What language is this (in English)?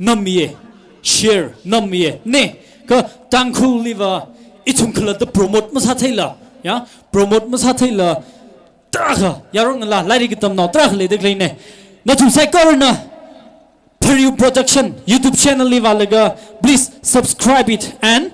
Tangkhul Naga (India)